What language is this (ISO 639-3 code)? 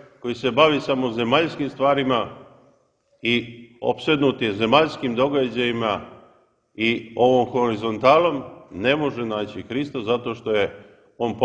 srp